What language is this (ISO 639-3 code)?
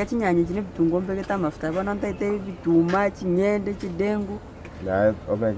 guz